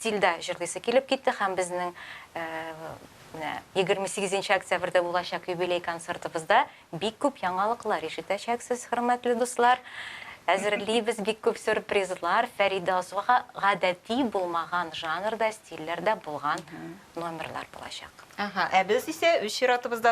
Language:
Tatar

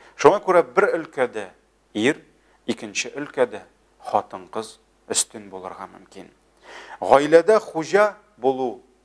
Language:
Tatar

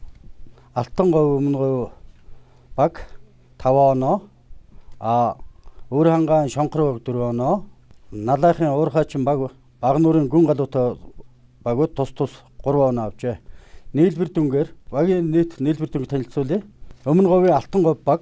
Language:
Mongolian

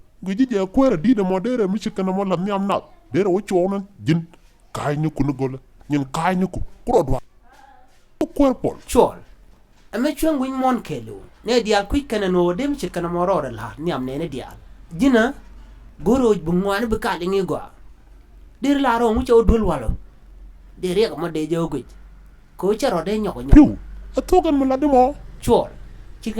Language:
Nuer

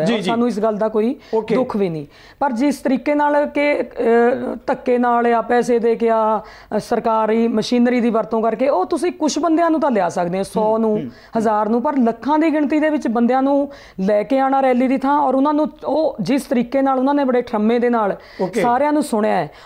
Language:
Punjabi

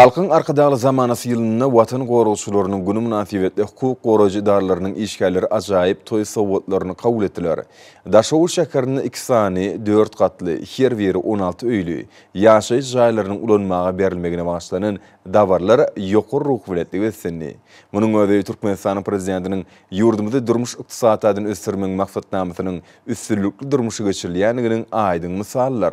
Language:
Turkmen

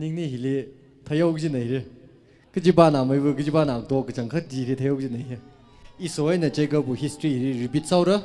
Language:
Tangkhul Naga (India)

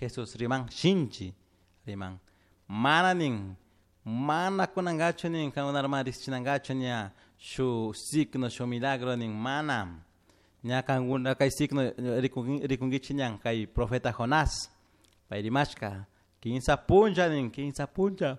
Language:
Chimborazo Highland Quichua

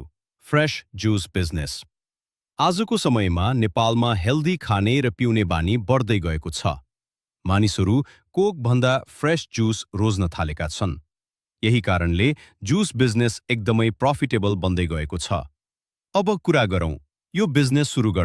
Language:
Nepali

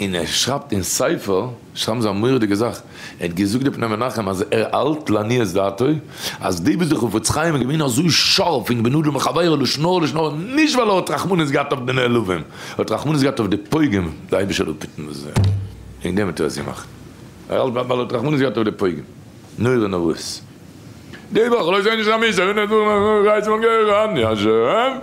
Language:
Yiddish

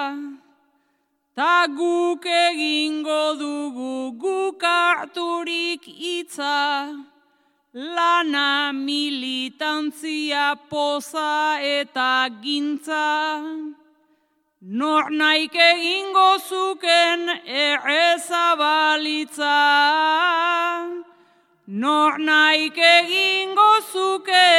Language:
Basque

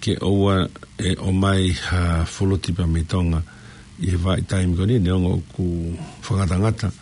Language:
Tongan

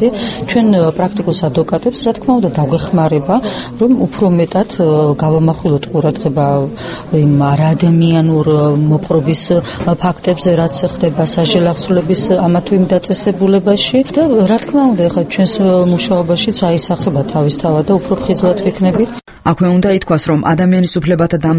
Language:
Georgian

